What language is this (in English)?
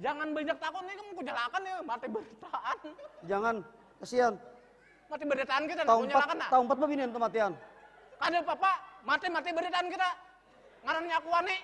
Banjar